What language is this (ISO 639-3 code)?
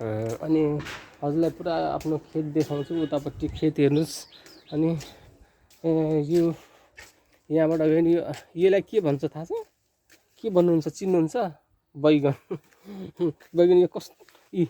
nep